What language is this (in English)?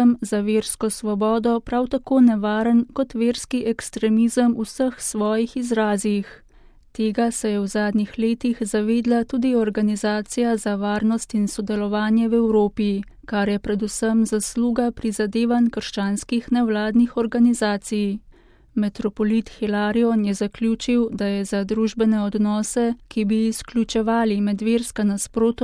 Slovenian